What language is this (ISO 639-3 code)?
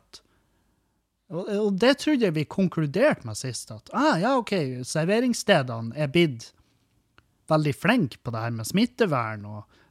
nor